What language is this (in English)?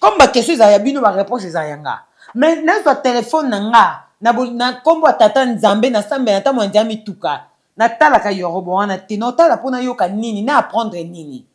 Lingala